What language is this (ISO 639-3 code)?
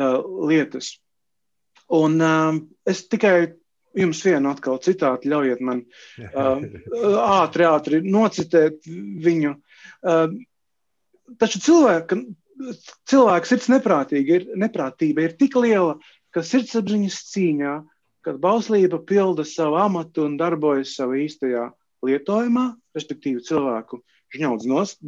lav